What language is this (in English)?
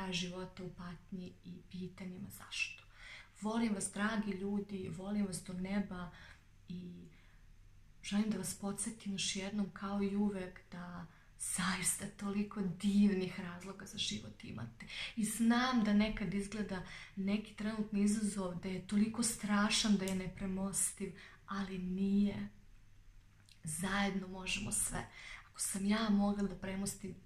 Serbian